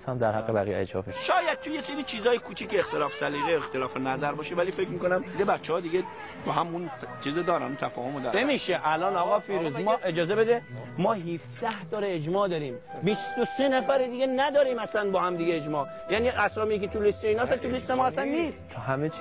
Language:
Persian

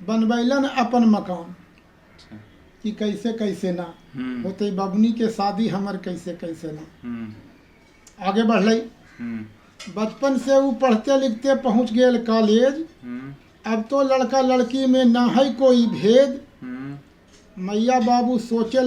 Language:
Magahi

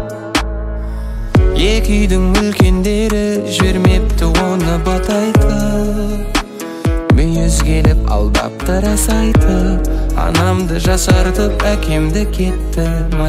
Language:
Kazakh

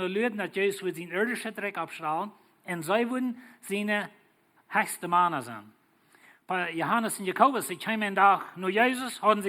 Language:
Plautdietsch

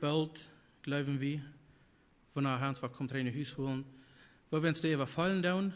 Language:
Plautdietsch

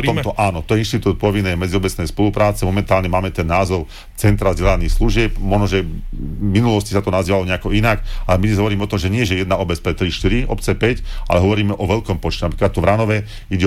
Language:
Slovak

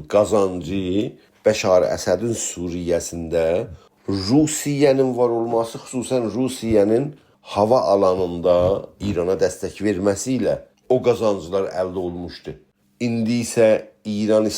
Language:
South Azerbaijani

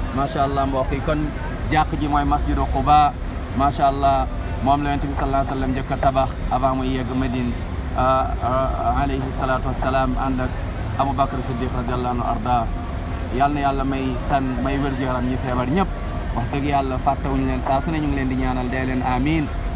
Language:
Wolof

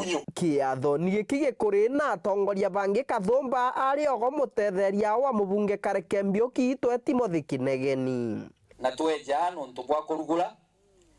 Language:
Meru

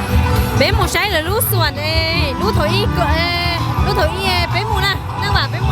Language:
Hmong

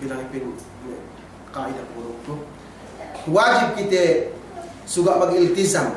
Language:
Yakan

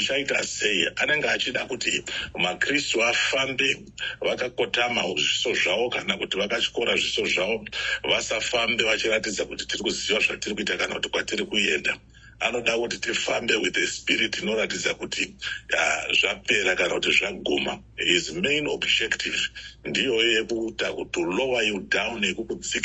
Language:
Shona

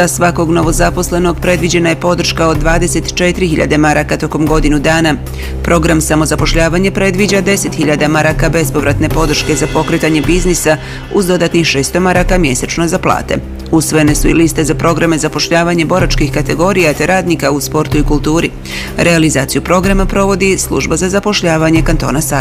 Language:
Bosnian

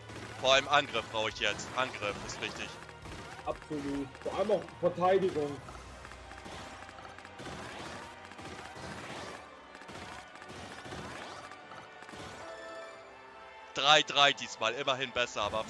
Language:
German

